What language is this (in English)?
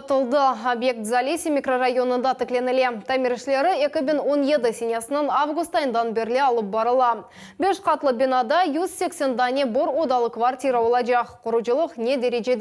Crimean Tatar